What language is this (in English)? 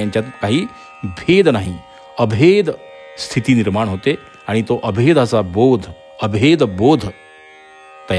Marathi